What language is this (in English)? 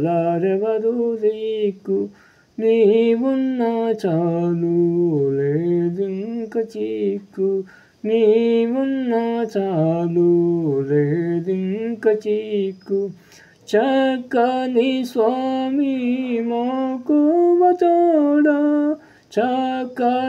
Telugu